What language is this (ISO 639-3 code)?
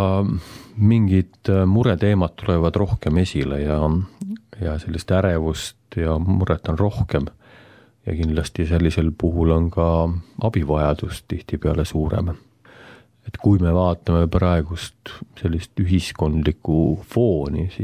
est